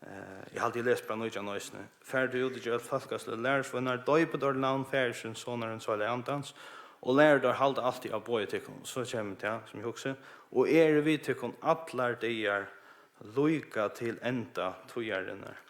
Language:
Faroese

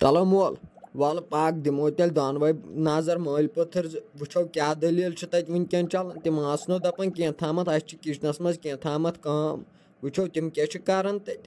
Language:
Kashmiri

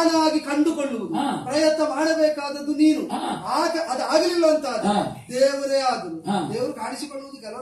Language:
Kannada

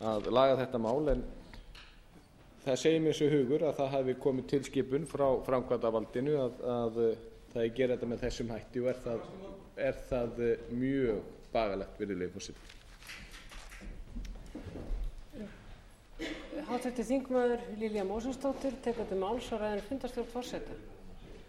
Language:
Icelandic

